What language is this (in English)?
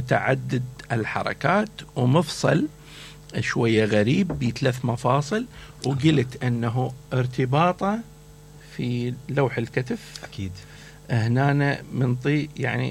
Mesopotamian Arabic